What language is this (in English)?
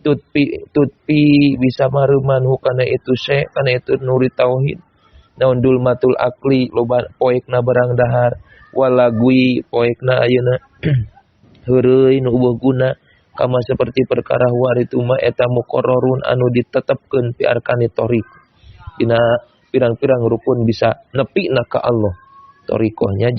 Sundanese